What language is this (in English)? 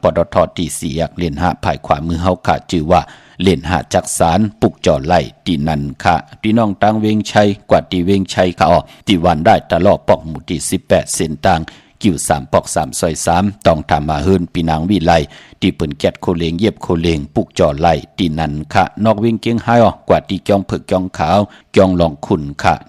Shan